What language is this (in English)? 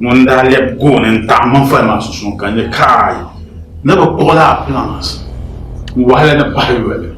Dagbani